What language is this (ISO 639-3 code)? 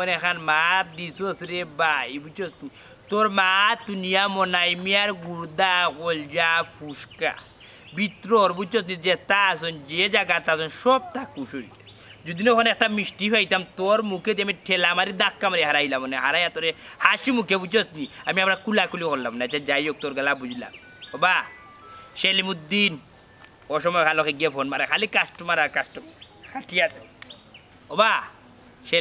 syl